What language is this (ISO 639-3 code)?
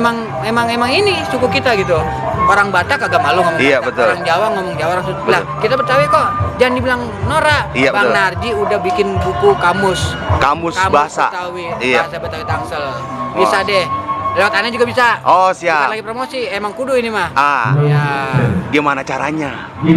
bew